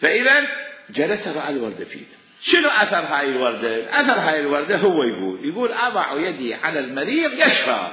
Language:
Mesopotamian Arabic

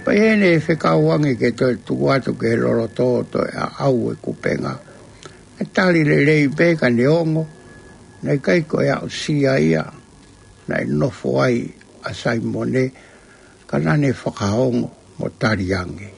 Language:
Tongan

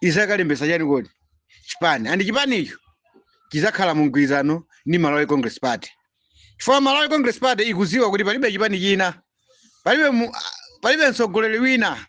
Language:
Nyanja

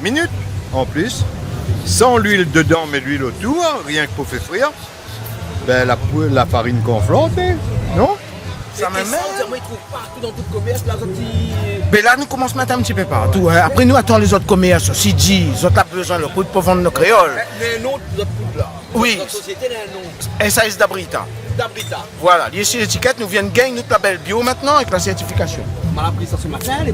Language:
Réunion Creole French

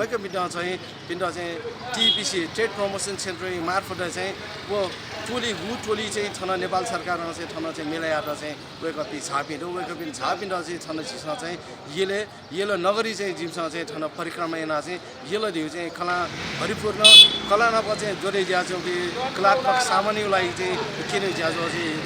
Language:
Newari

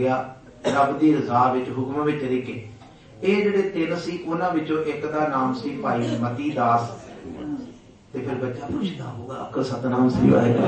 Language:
Punjabi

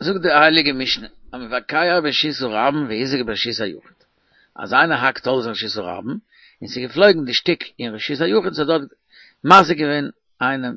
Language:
Yiddish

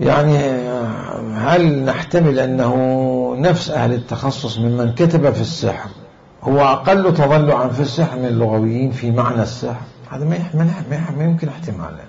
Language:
Mesopotamian Arabic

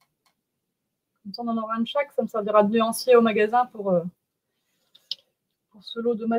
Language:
French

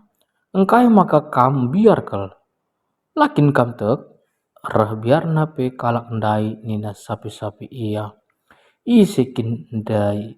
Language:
Batak Karo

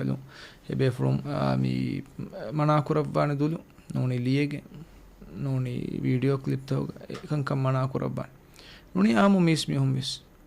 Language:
Divehi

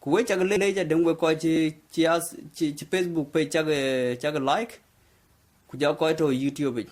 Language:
Dinka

